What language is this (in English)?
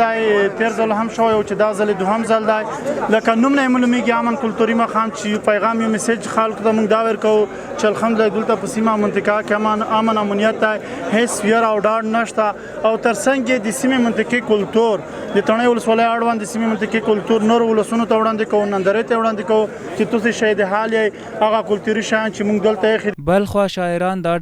Pashto